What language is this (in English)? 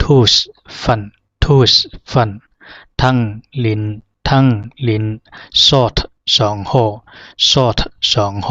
Zhuang